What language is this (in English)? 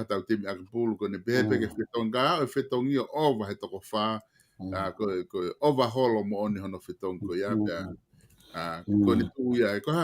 Tongan